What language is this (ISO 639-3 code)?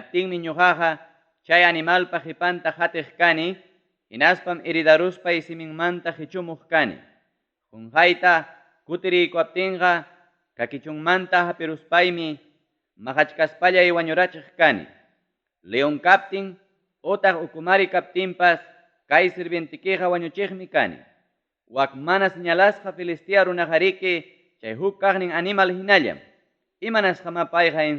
quy